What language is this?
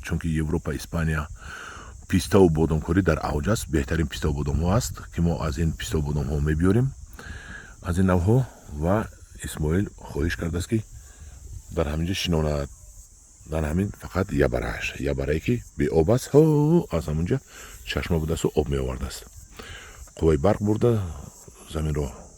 Tajik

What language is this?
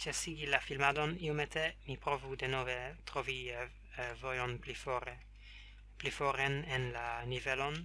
Esperanto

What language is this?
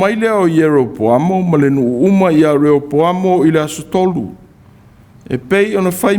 Samoan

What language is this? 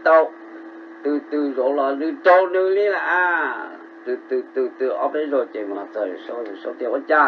Hmong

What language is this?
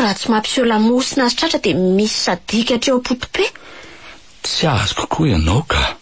Malagasy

